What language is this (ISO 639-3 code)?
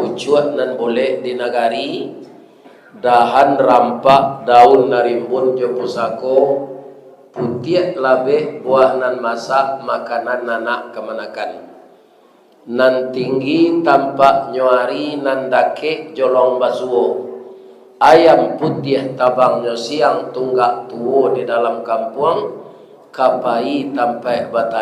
min